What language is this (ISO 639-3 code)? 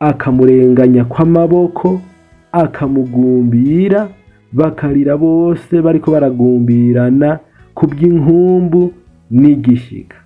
run